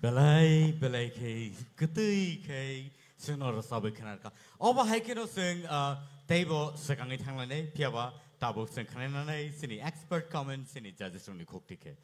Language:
Kok Borok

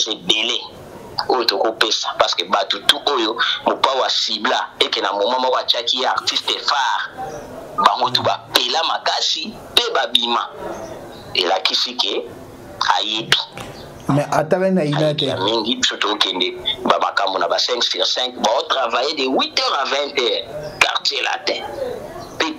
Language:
Lingala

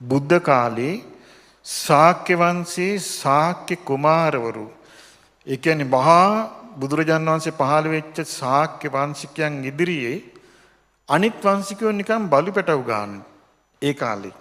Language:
Sinhala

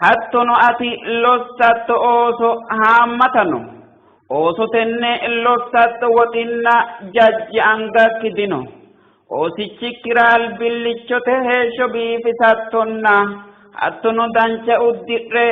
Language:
Sidamo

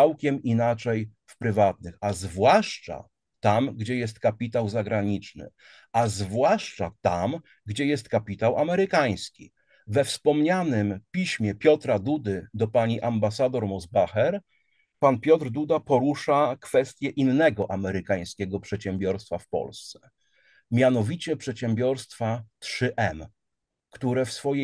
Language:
Polish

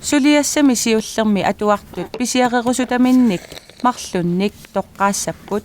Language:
Kalaallisut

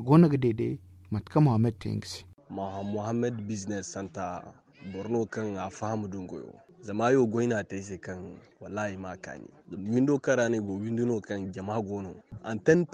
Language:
Zarma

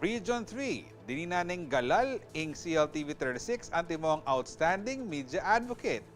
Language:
Pampanga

